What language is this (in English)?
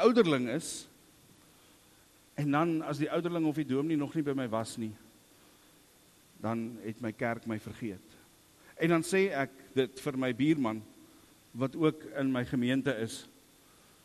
Afrikaans